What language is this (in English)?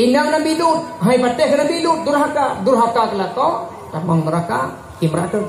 Achinese